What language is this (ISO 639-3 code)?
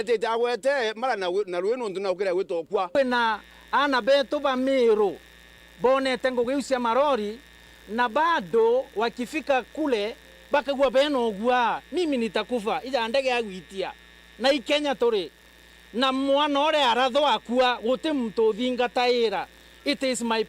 mer